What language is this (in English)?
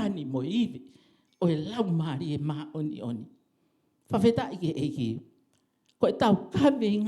Tongan